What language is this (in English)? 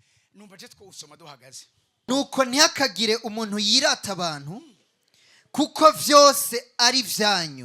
Rundi